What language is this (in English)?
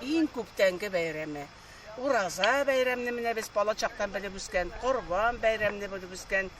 Tatar